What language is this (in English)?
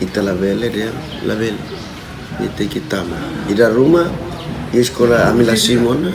Tetum